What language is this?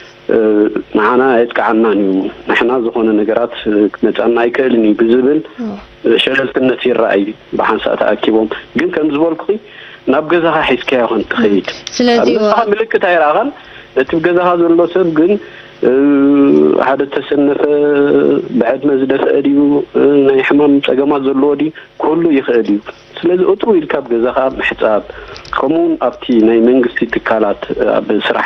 Tigrinya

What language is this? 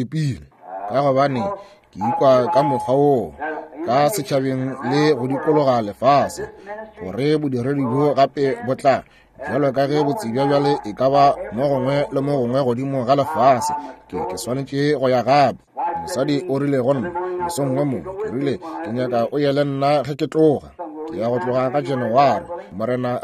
Northern Sotho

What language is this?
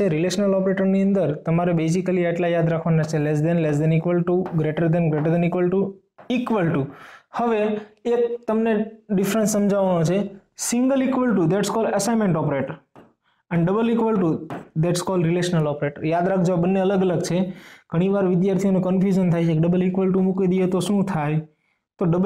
Gujarati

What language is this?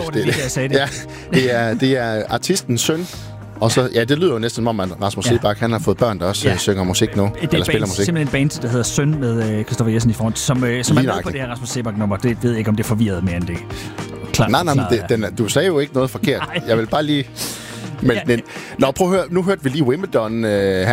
Danish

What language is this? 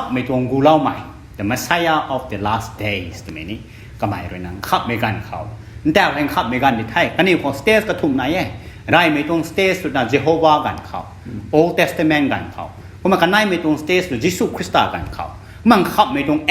Rongmei Naga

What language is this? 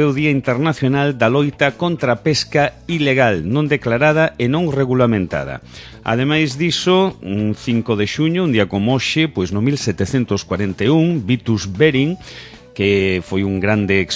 Galician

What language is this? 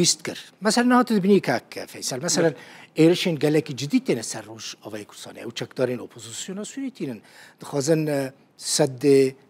Kurdish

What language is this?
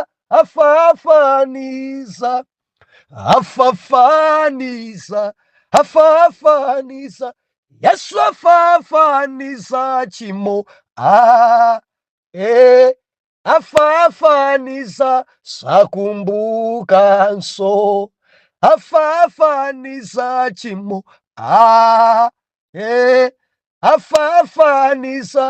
Nyanja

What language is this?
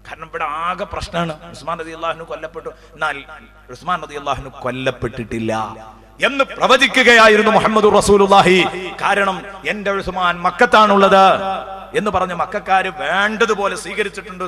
Malayalam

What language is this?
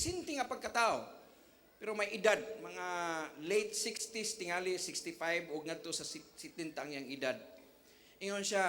Cebuano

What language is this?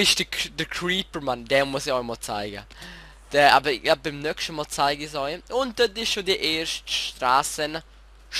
Swiss German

